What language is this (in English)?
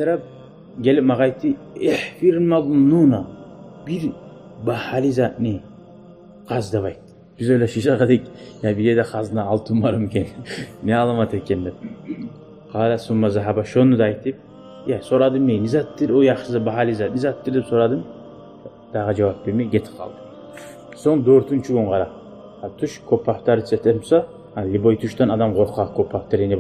Kumyk